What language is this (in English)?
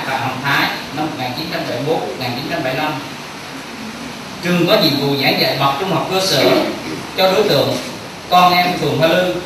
Vietnamese